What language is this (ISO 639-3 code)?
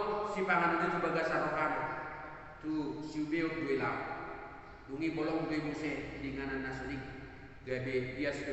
bbc